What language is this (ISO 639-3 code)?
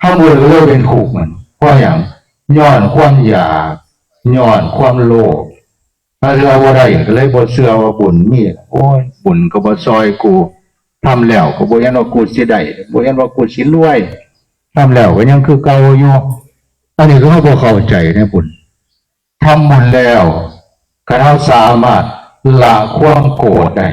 tts